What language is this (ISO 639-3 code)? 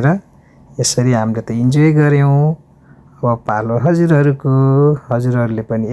nep